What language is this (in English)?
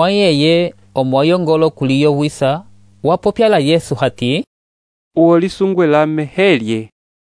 Umbundu